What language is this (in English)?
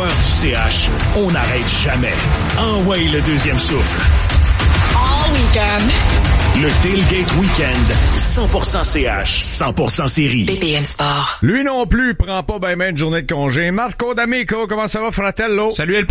French